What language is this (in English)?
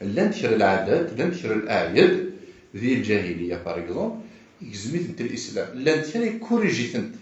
Kabyle